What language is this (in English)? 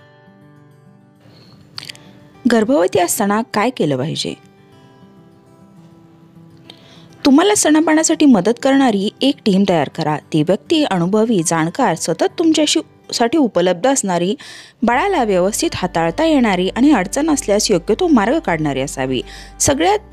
Marathi